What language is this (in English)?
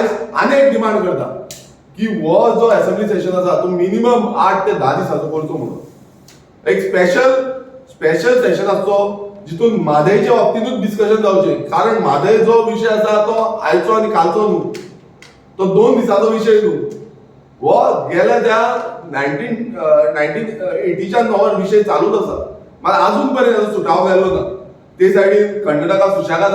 Konkani